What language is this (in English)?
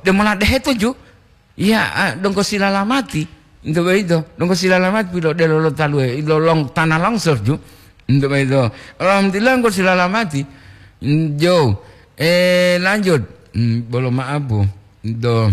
Gorontalo